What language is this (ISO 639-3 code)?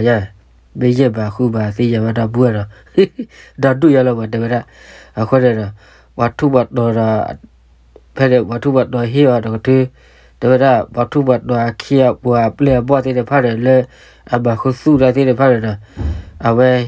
ksw